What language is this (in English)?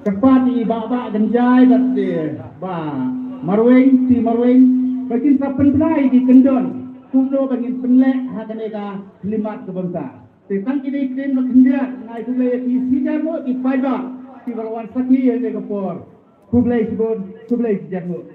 Khasi